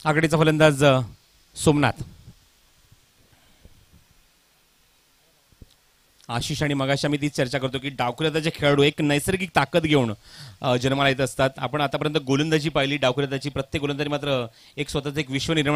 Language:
Marathi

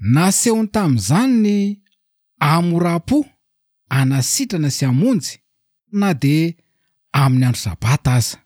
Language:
Malagasy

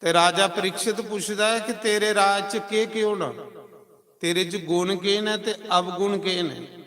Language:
Dogri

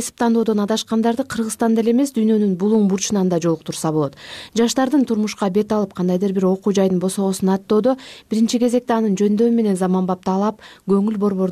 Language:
Kyrgyz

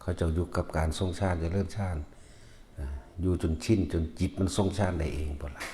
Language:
Northeastern Thai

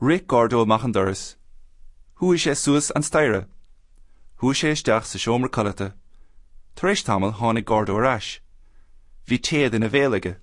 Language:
Irish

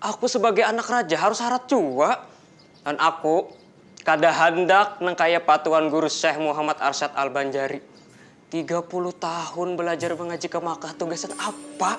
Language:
Banjar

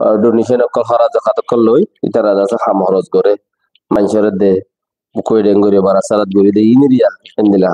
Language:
Rohingya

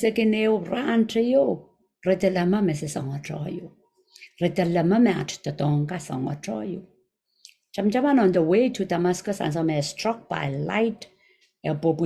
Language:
Pohnpeian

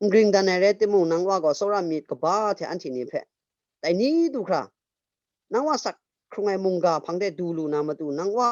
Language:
Kachin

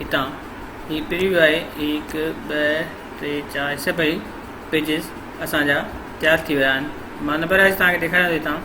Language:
Sindhi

